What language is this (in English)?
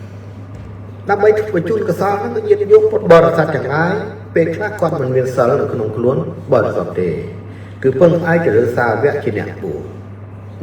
Khmer